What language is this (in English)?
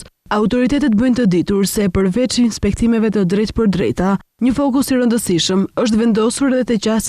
Albanian